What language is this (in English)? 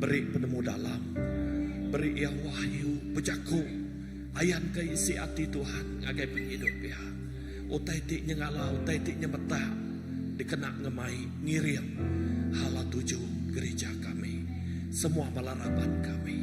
Iban